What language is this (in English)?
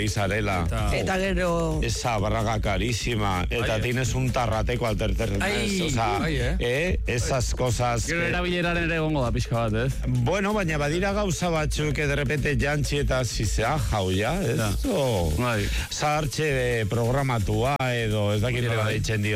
Basque